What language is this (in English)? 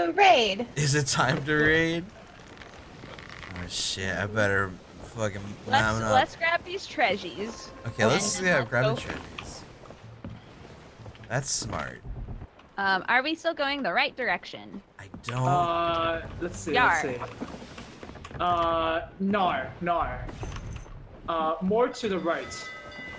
English